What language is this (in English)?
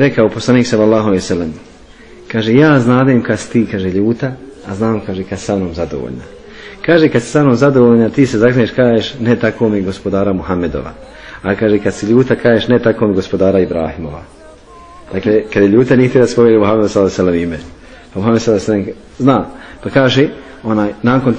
Bosnian